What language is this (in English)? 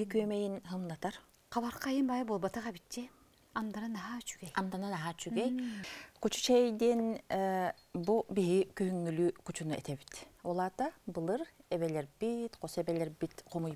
Yakut